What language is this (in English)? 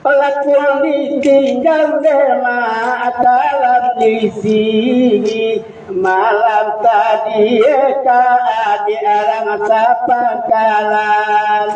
Minangkabau